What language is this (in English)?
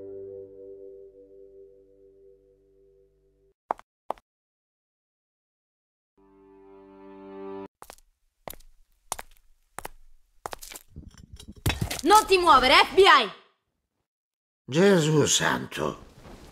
Italian